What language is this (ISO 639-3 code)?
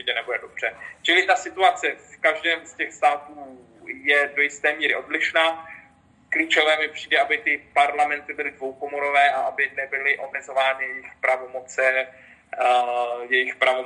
ces